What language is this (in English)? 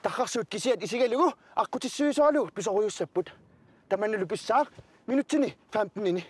Kalaallisut